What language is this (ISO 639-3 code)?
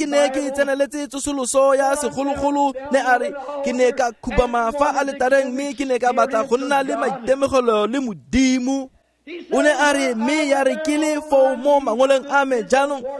tsn